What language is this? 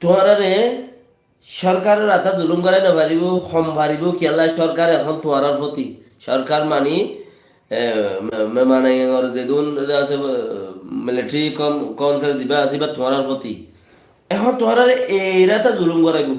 Rohingya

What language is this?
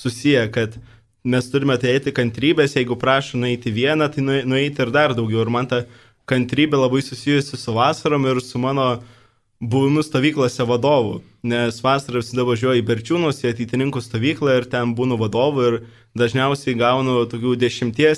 Lithuanian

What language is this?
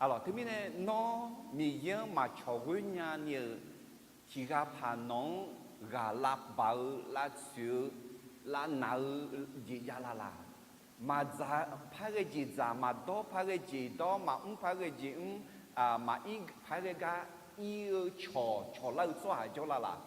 Akha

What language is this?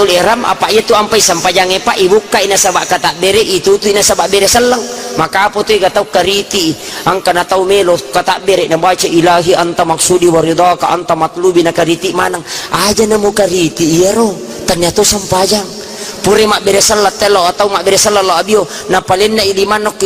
Buginese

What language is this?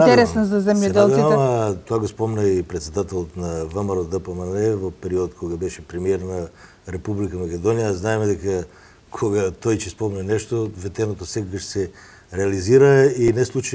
Macedonian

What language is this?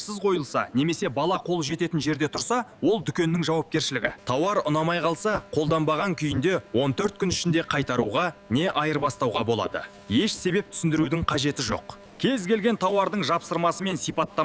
Kazakh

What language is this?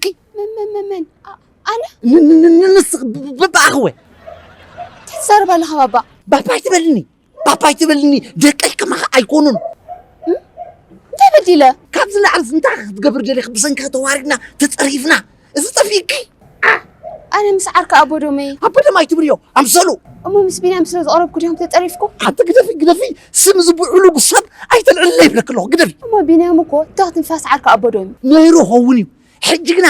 Tigrinya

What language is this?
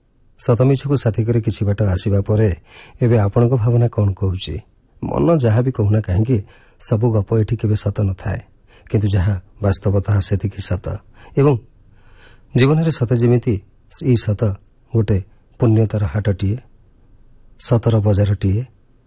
Odia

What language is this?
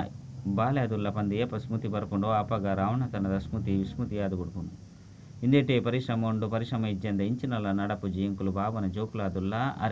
Tulu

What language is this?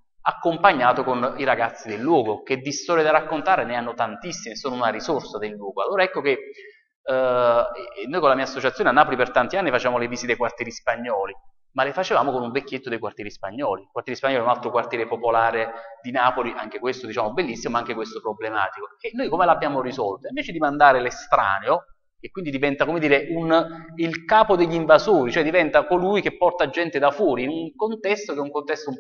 Italian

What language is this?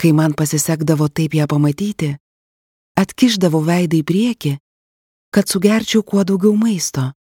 Lithuanian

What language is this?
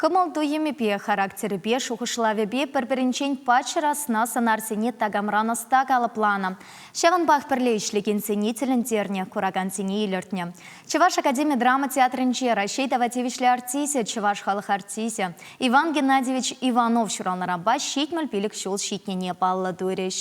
Chuvash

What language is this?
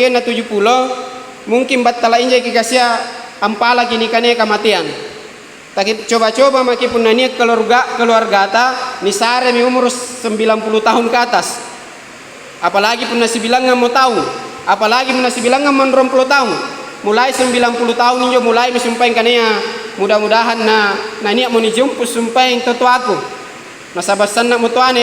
Makasar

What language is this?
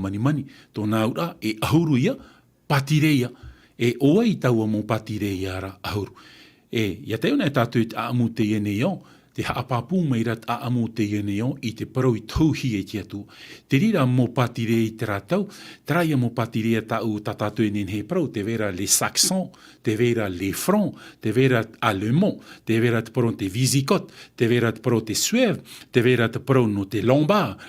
Tahitian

